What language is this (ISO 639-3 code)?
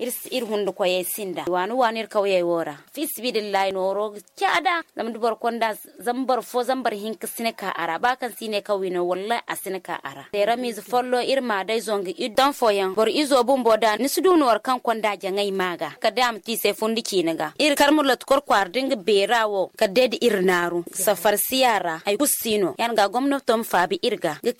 dje